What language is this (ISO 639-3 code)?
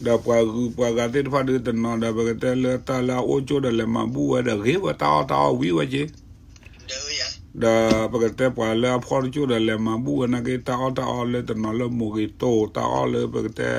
ksw